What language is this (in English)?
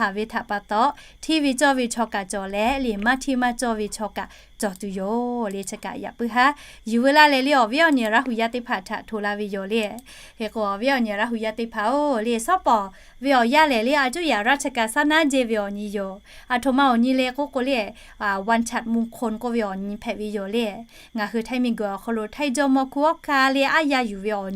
Lahu